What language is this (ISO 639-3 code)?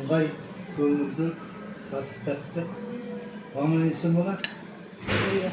kaz